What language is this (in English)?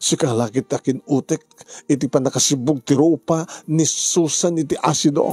Iloko